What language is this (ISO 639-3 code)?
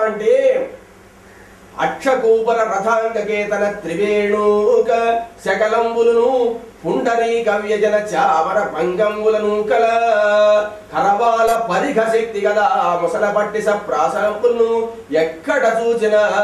tel